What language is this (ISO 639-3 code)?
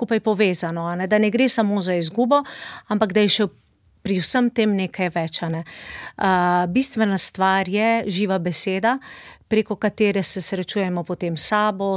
slv